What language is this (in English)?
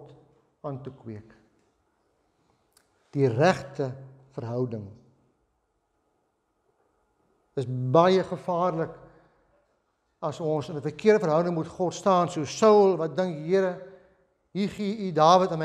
Afrikaans